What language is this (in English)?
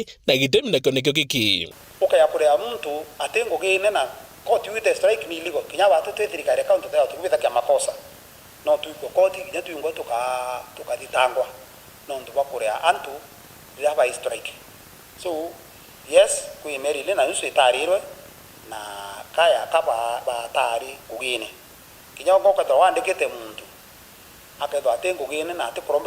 Meru